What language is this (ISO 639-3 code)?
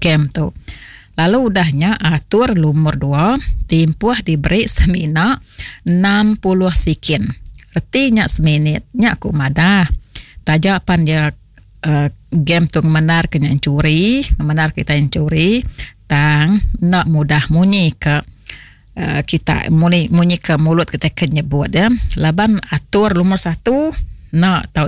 iba